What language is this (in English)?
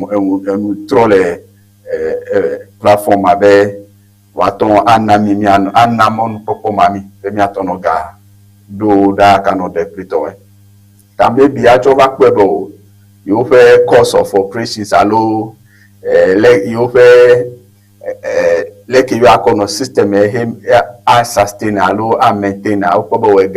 Ewe